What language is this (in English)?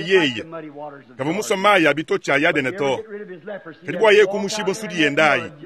Luba-Lulua